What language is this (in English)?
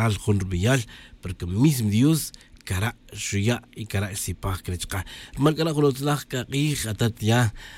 Tz'utujil